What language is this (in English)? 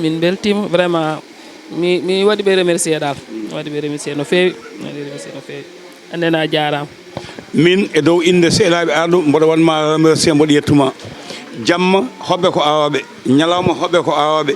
Fula